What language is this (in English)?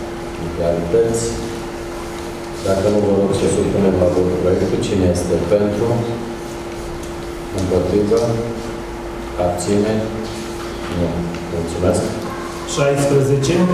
Romanian